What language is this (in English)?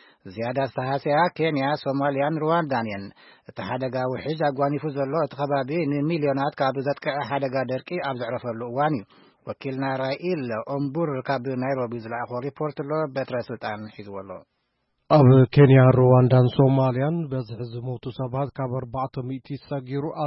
Tigrinya